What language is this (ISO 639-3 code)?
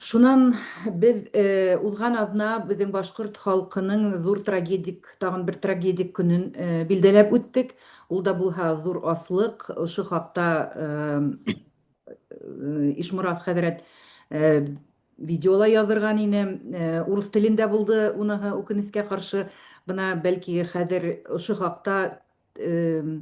bak